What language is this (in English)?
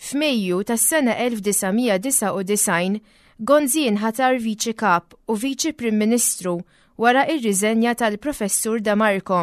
Maltese